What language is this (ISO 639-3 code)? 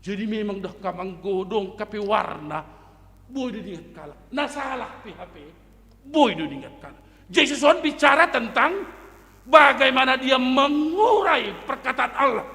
bts